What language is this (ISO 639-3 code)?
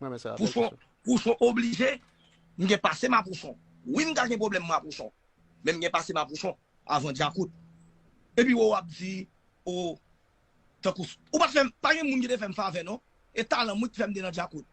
hat